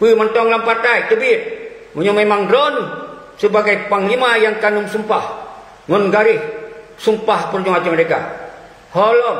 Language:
Achinese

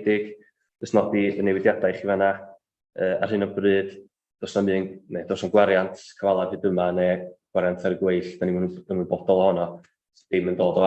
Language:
Welsh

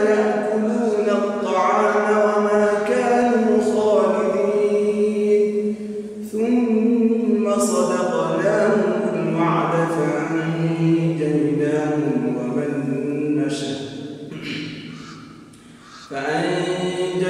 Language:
Arabic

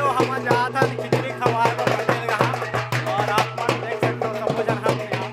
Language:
Chhattisgarhi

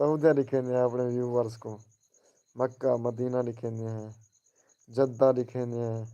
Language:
Saraiki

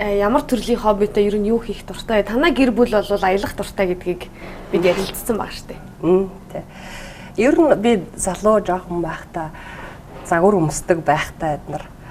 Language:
Mongolian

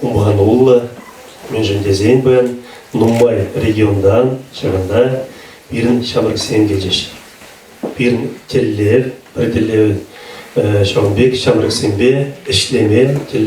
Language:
Chuvash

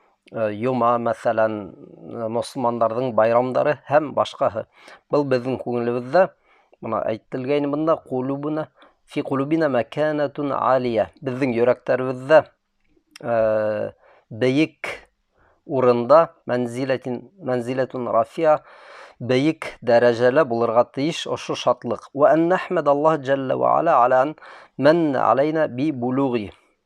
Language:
Bashkir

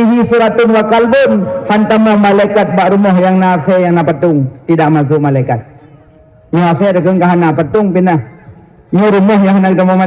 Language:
Achinese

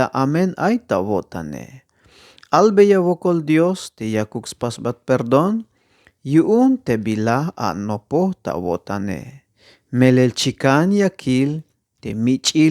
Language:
Tzeltal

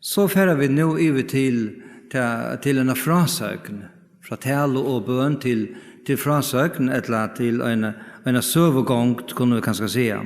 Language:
Faroese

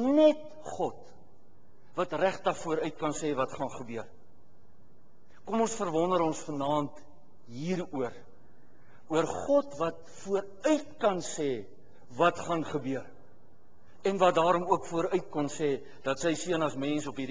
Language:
Afrikaans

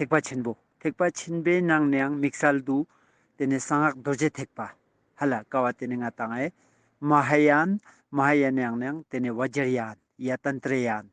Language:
Ladakhi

